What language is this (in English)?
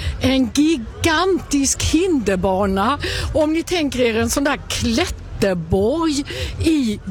Swedish